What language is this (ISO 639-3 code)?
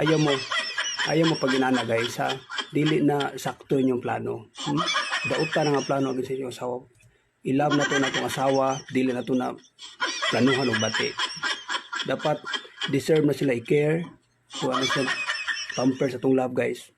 ceb